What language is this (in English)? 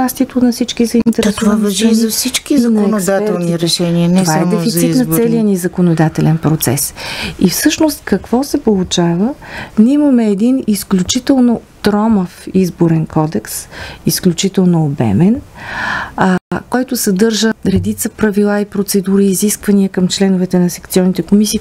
Bulgarian